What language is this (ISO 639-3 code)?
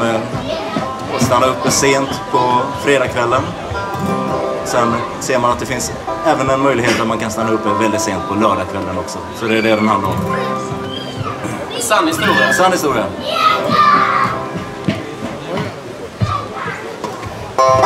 swe